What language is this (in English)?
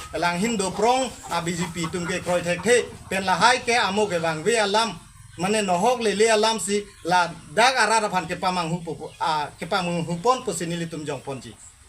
Karbi